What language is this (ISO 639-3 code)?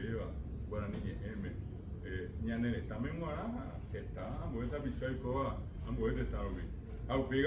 grn